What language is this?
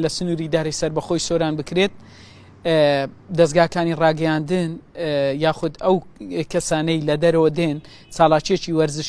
Central Kurdish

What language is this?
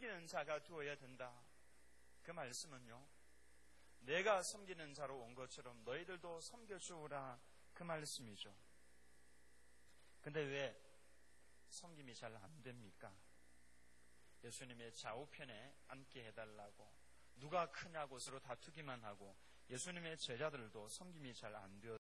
Korean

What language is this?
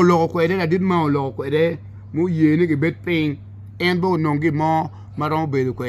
Acoli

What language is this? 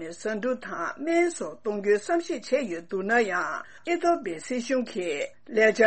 Tibetan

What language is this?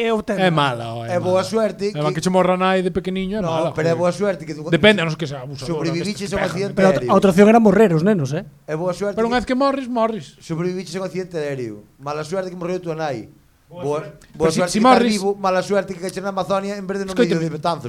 Galician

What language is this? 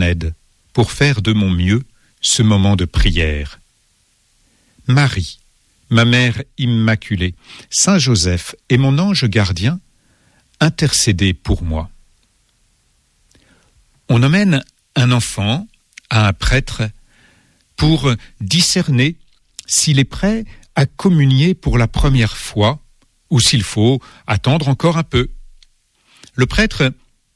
French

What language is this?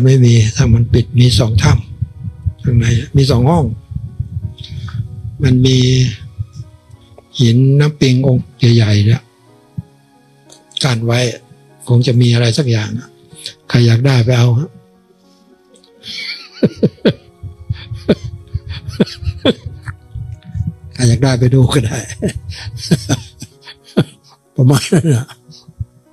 Thai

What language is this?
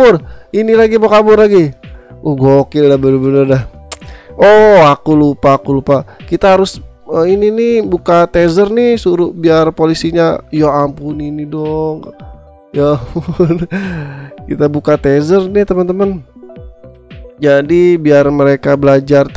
Indonesian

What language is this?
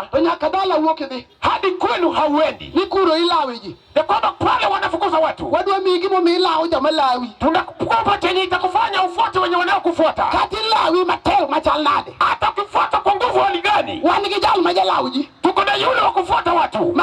Luo (Kenya and Tanzania)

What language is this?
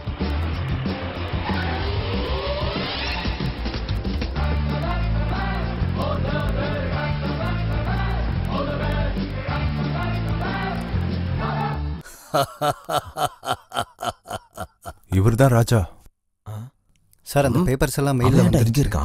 Tamil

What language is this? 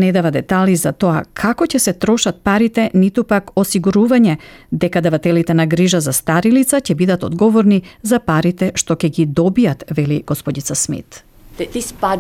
Macedonian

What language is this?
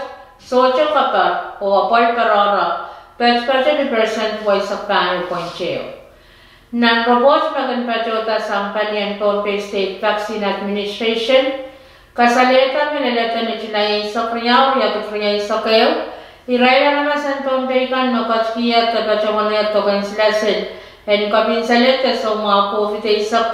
Pohnpeian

